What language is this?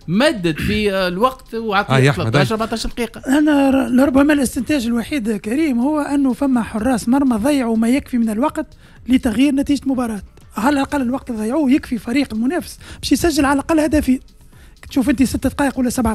Tunisian Arabic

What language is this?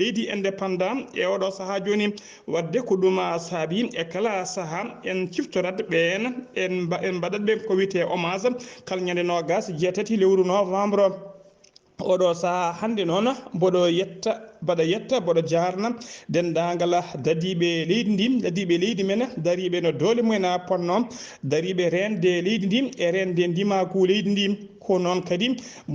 Fula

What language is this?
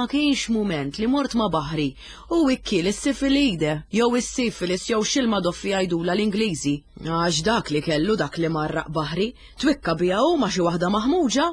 Maltese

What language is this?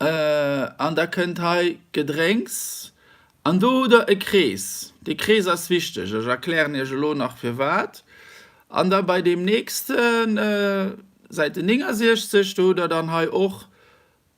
Luxembourgish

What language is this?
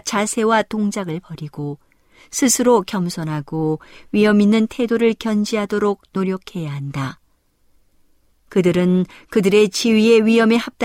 Korean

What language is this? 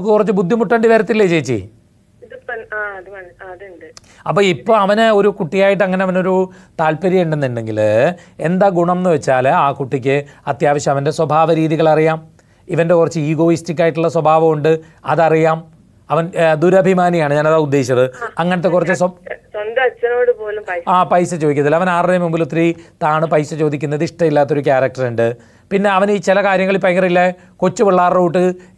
Malayalam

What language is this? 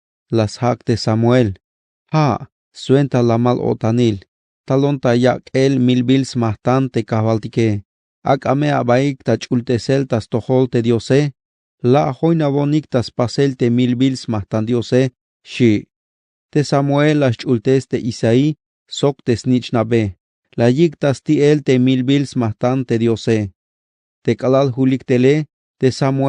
Tzeltal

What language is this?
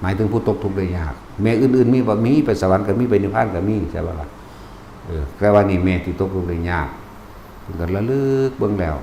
Northeastern Thai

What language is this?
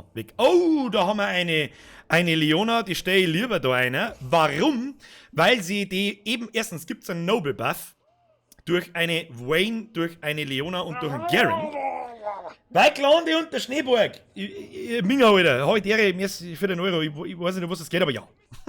Bavarian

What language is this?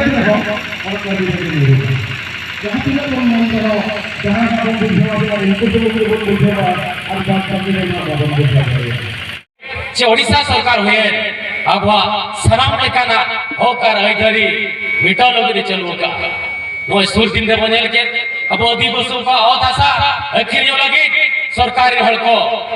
Santali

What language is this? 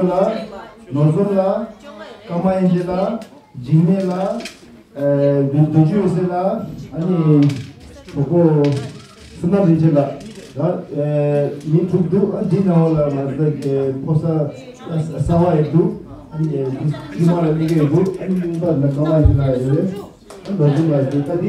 Tibetan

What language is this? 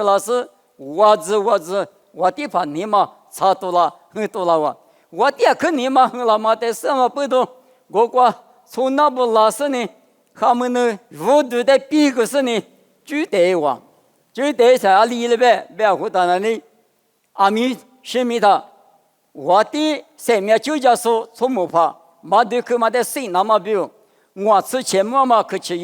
Lisu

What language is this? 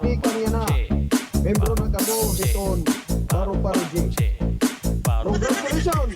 Waray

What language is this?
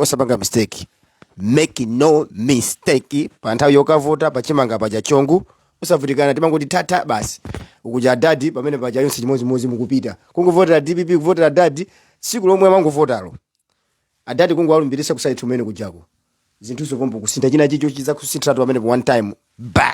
Nyanja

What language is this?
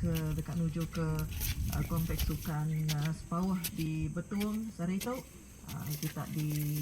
Iban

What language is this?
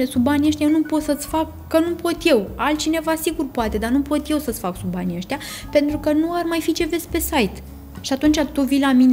Romanian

